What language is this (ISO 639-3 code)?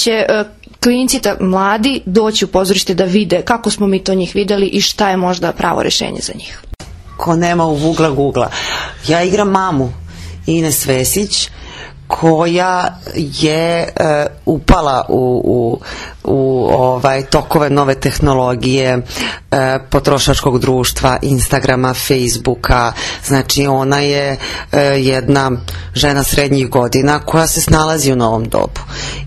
srp